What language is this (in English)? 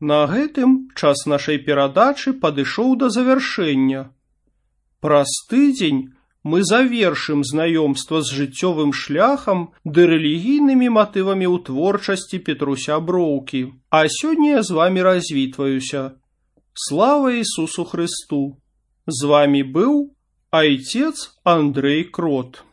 Belarusian